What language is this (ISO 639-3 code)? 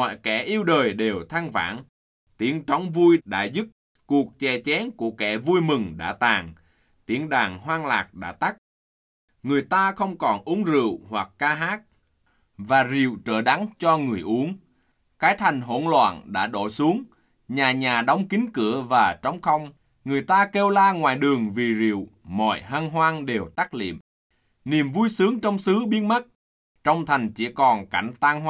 vie